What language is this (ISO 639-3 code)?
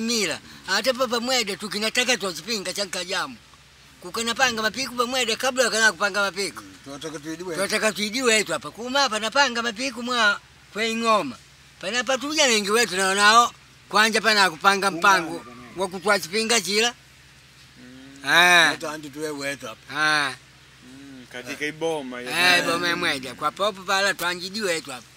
kde